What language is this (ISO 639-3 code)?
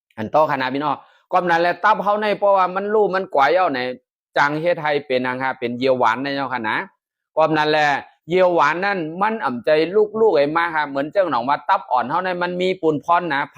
shn